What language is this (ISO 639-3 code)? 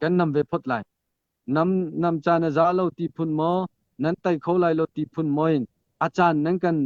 cnh